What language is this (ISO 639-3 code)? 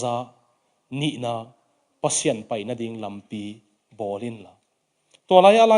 ctd